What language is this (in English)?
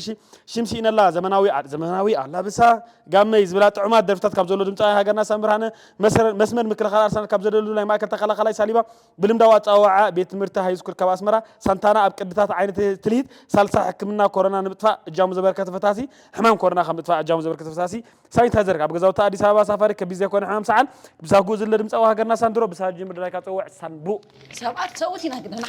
Tigrinya